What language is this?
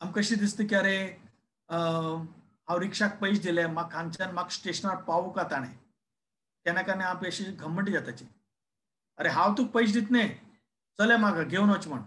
Konkani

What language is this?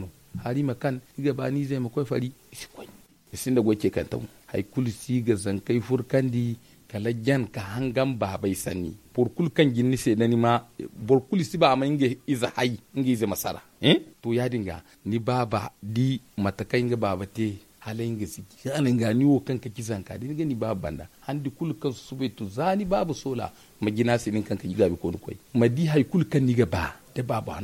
Zarma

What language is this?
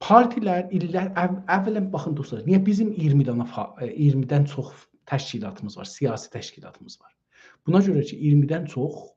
South Azerbaijani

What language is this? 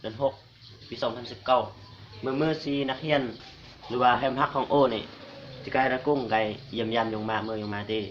Lao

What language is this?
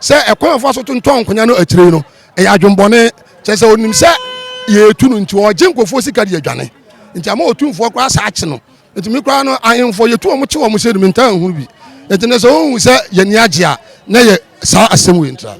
Akan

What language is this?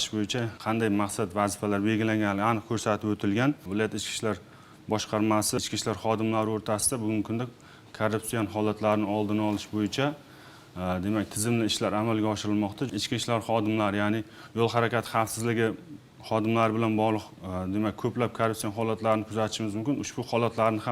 Uzbek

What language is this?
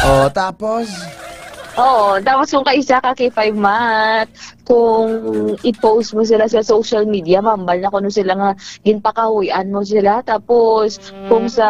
Hiligaynon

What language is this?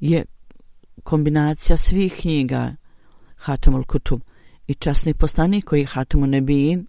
Bosnian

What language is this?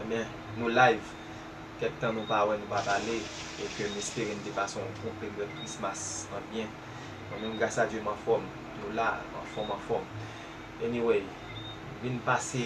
Haitian Creole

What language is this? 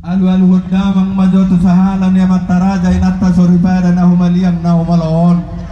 Batak Toba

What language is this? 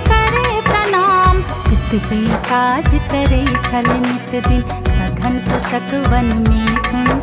Maithili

